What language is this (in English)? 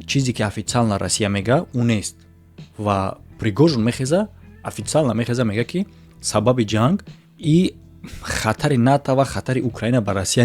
Tajik